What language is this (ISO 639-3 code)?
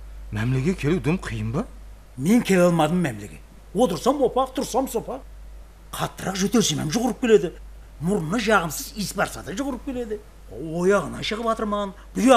kaa